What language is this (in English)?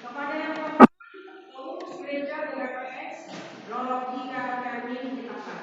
Batak Simalungun